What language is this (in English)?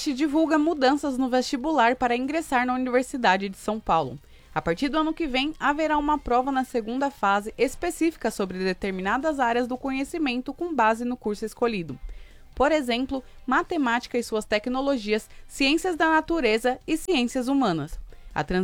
Portuguese